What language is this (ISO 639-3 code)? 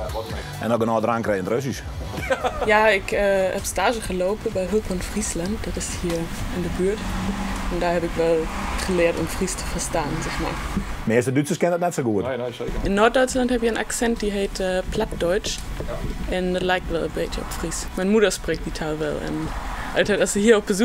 fry